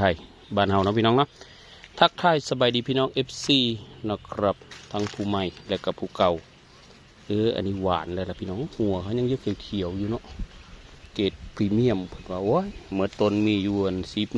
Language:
Northeastern Thai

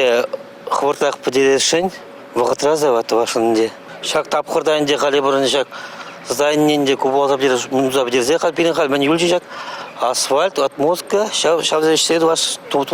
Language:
Chuvash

